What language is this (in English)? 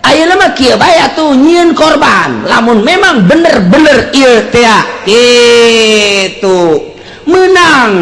Sundanese